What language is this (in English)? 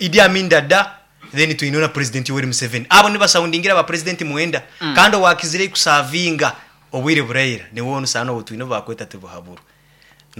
Nyoro